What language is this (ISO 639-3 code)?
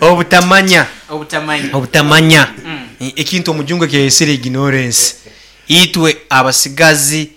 nyn